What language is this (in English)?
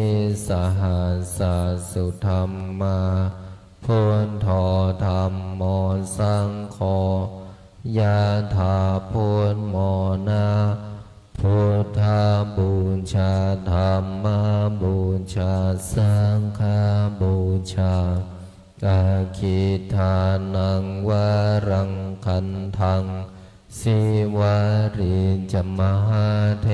Pali